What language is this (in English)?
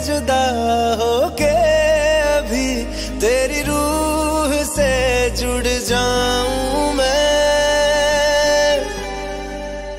Hindi